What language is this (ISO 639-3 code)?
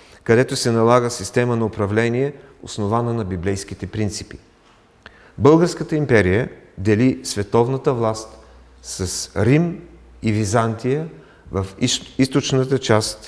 bul